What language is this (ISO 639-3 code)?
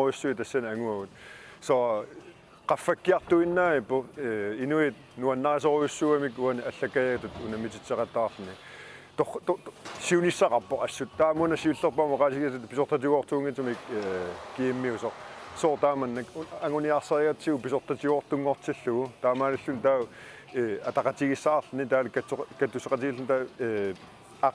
kal